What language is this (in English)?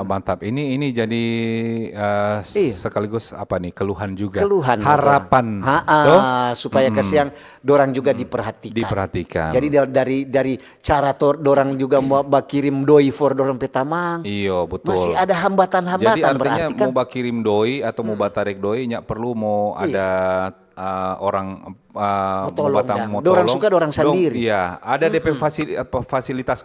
Manado Malay